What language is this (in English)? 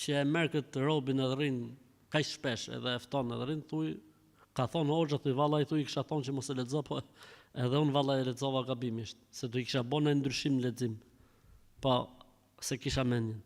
Albanian